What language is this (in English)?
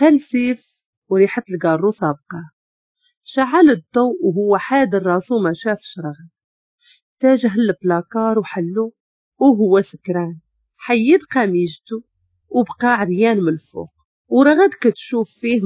Moroccan Arabic